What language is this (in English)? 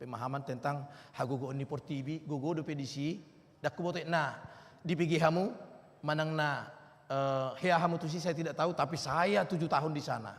Batak Toba